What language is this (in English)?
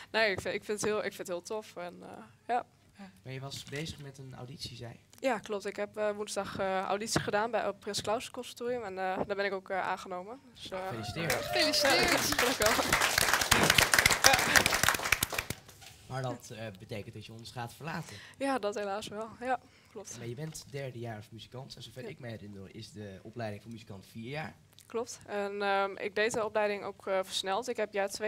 Dutch